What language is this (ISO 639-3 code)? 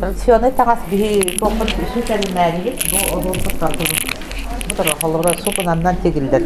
sah